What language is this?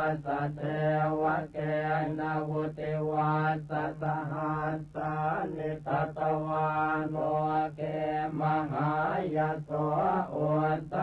Pali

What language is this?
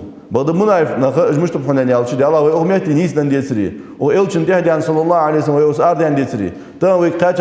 Ingush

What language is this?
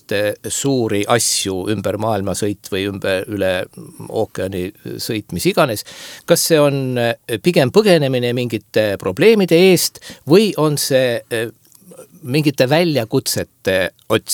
Estonian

